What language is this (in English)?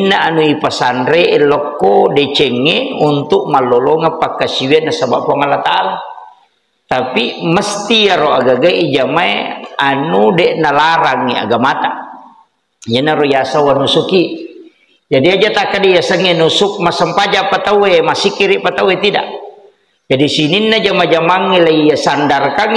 Buginese